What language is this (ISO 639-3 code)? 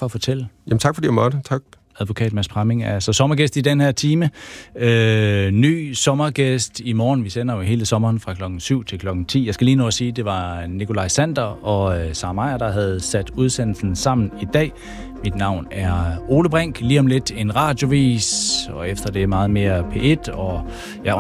dan